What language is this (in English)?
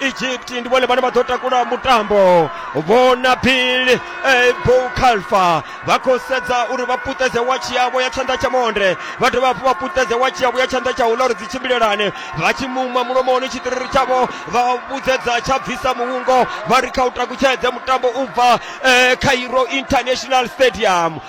Venda